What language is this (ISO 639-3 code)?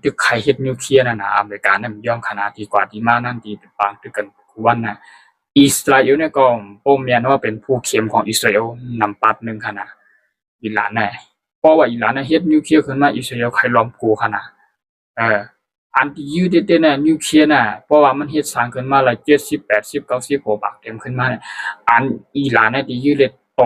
shn